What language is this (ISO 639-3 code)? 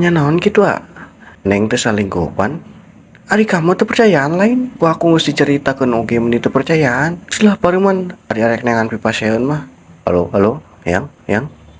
sun